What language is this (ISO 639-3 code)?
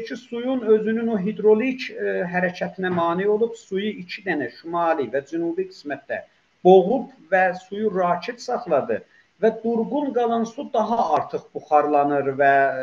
azb